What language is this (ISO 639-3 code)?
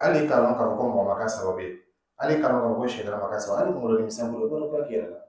dyu